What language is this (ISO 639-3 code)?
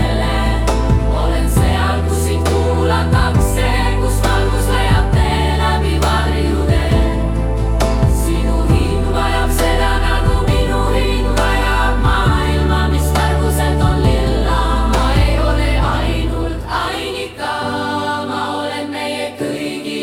est